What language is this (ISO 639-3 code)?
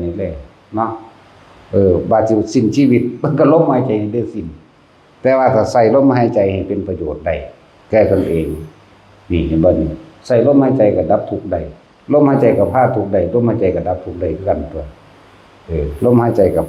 tts